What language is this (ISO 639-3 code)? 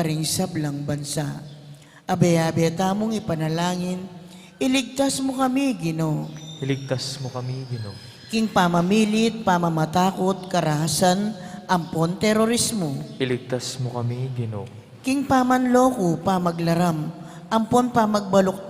pam